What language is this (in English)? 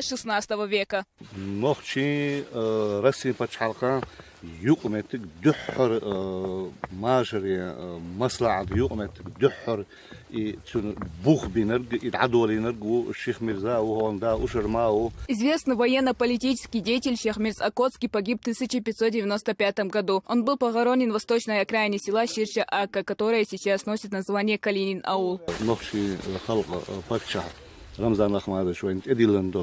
Chechen